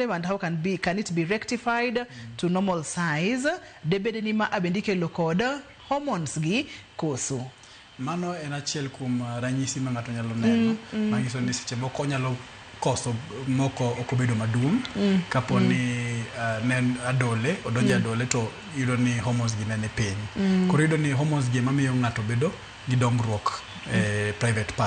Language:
Luo (Kenya and Tanzania)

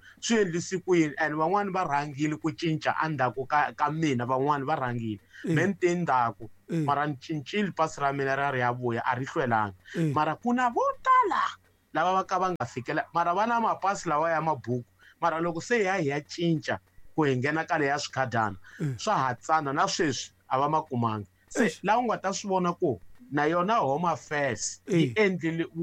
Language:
Tsonga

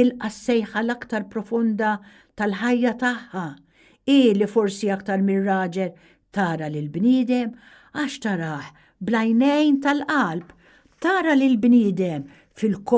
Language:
Maltese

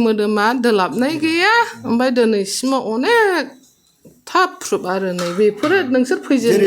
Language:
Bodo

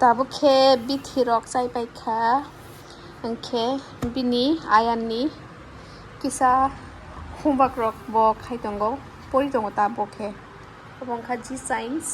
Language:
Kok Borok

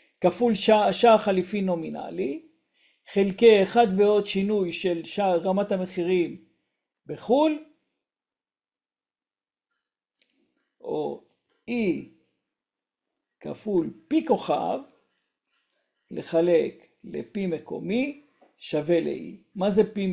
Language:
Hebrew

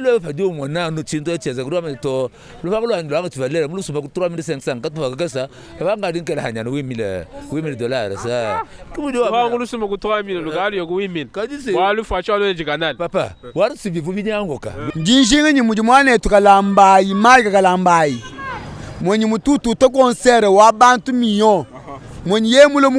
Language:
Luba-Lulua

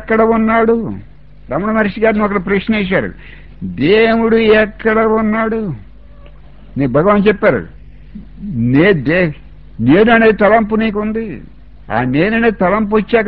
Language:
Telugu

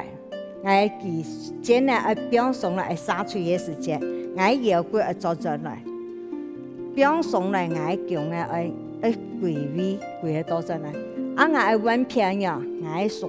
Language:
Hakka Chinese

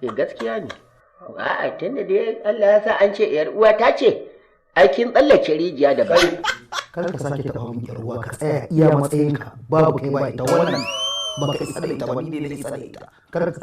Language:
Hausa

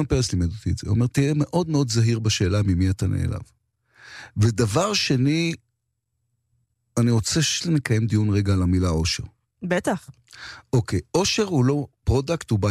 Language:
Hebrew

